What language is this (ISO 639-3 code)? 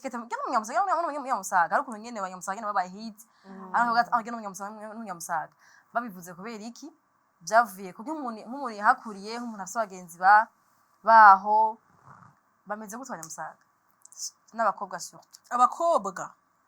run